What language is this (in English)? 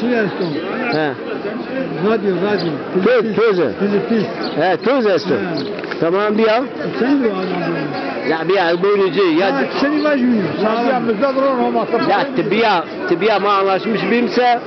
Zaza